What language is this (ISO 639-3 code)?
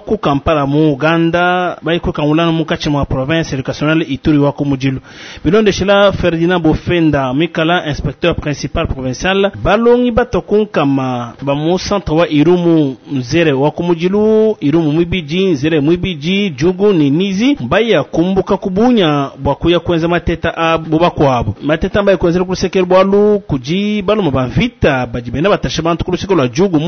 lua